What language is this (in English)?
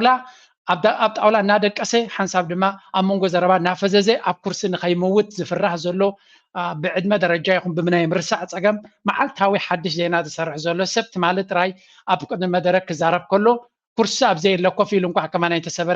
Tigrinya